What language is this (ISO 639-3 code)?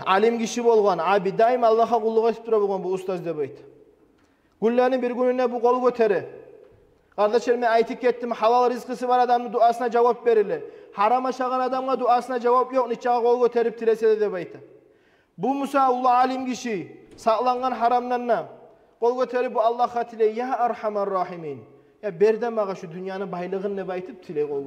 kum